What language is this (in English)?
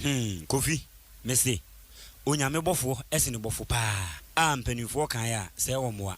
Akan